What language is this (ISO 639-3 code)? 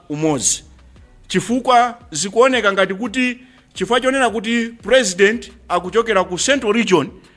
nya